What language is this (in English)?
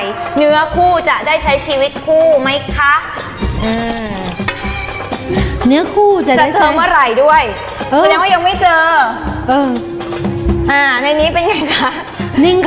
Thai